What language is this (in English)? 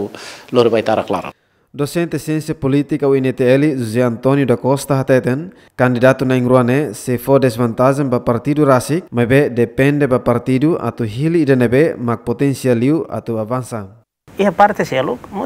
Tetum